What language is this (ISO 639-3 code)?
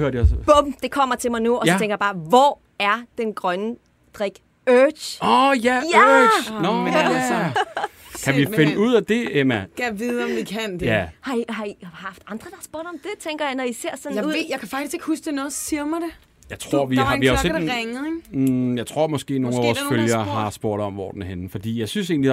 dan